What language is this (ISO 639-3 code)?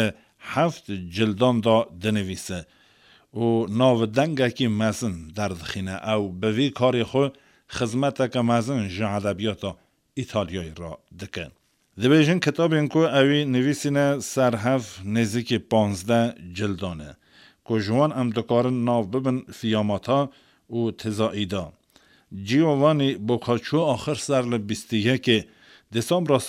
kur